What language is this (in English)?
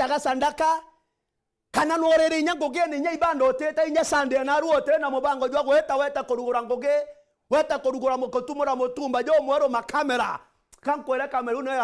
Meru